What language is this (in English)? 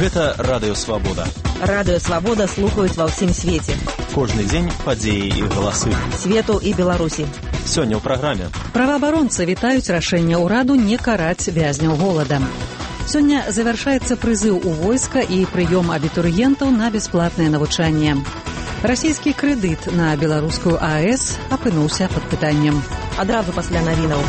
Belarusian